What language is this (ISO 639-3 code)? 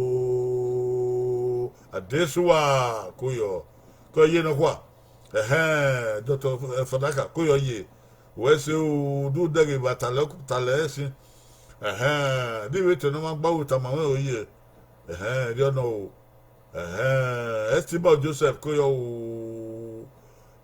bin